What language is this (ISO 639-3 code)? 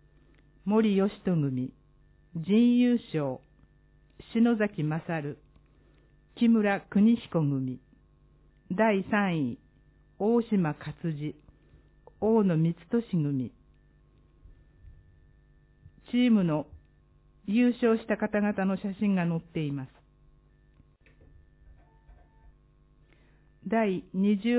jpn